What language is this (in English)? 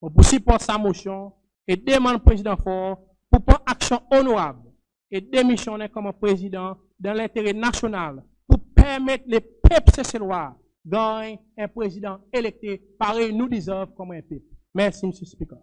Seselwa Creole French